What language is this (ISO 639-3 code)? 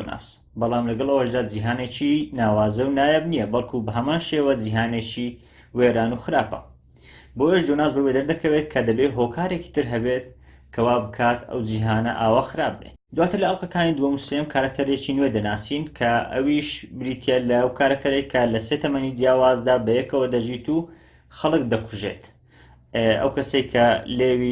ckb